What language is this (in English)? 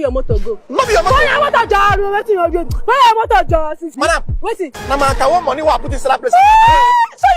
Nigerian Pidgin